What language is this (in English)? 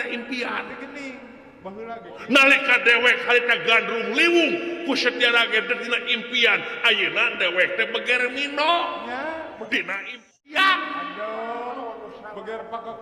Sundanese